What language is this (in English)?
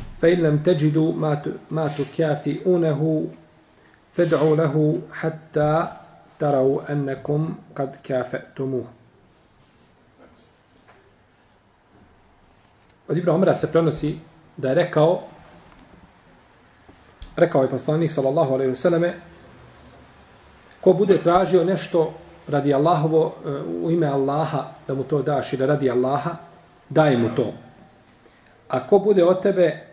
Bosnian